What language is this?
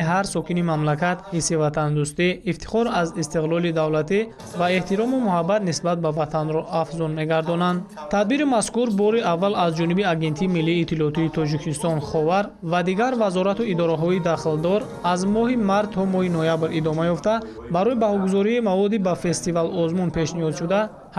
Tajik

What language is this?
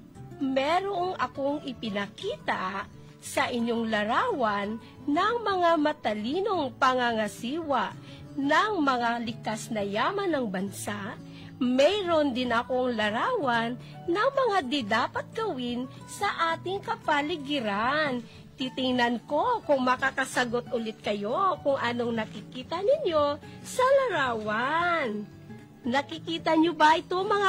Filipino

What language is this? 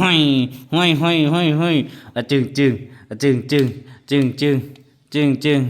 Northeastern Thai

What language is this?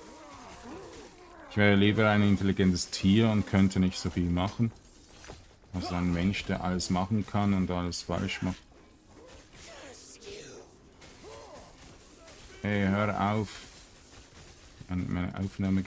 German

